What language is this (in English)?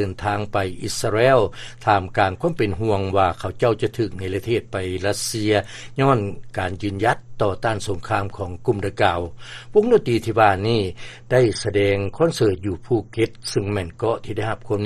Lao